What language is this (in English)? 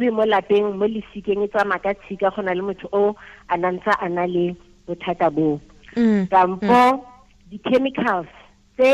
Tswana